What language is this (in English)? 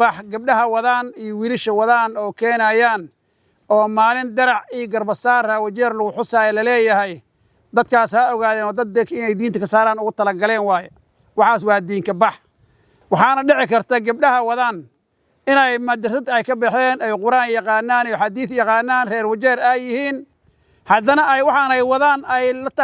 Somali